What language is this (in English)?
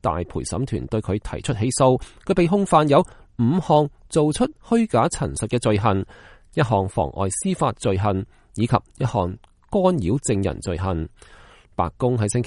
Cantonese